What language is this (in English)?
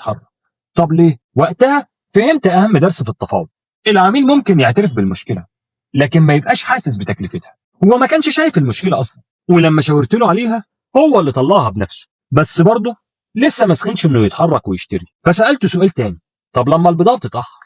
Egyptian Arabic